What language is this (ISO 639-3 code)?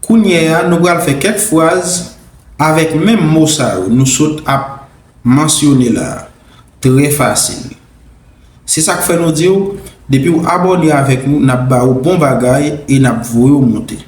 hat